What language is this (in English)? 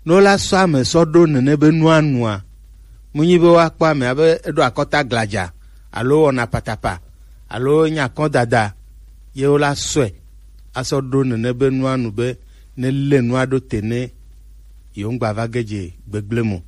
Gen